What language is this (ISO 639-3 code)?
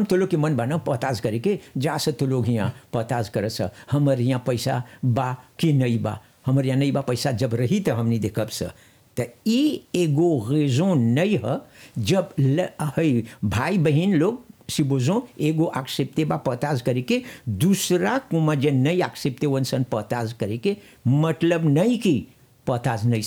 bho